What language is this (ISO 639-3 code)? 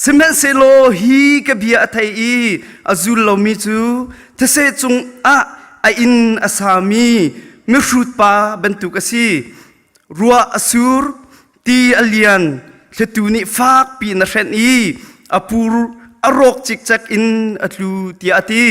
cnh